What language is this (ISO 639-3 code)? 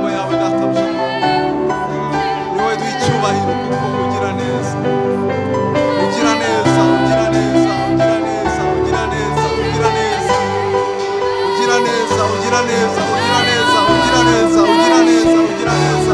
kin